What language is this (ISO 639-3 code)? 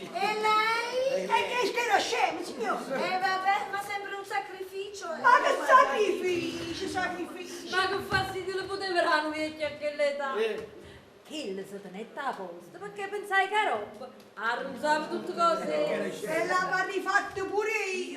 nap